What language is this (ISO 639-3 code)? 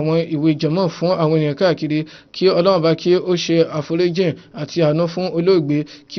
yor